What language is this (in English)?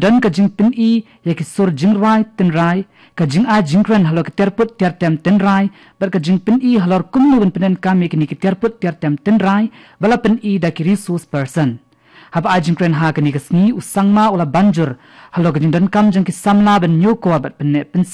Khasi